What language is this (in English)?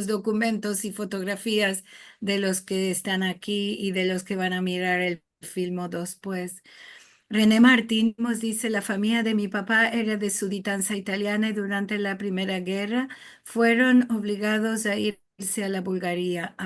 Ladino